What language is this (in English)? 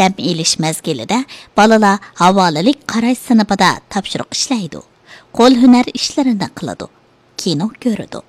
Uyghur